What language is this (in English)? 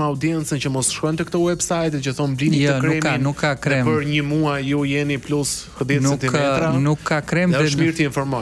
Albanian